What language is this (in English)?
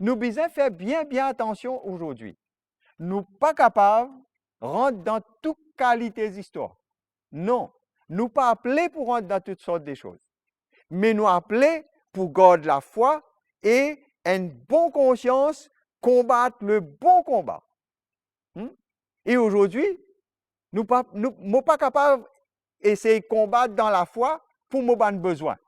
Morisyen